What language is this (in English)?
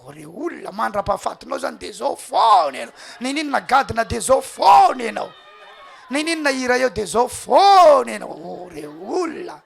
Malagasy